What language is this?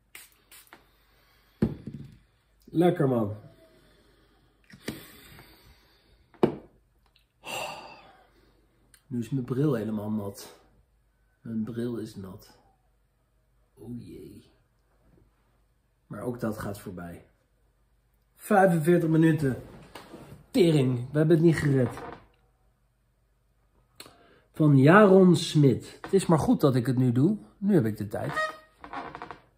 Dutch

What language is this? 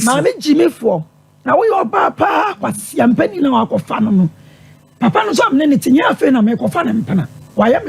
Akan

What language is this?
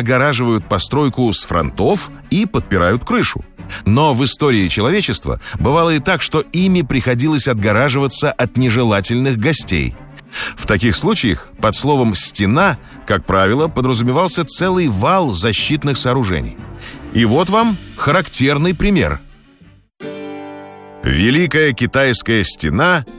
Russian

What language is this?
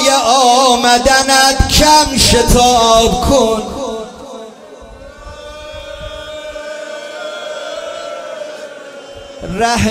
Persian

